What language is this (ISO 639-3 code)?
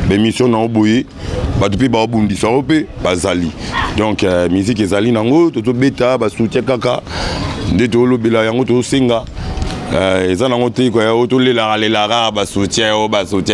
lin